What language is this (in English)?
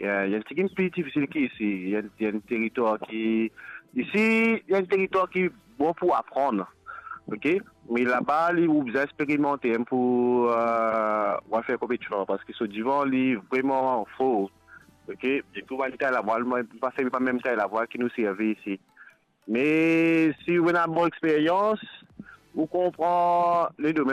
Morisyen